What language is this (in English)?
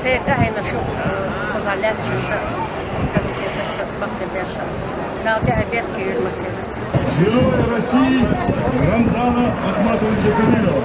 Chechen